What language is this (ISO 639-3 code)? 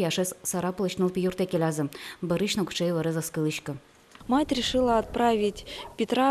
udm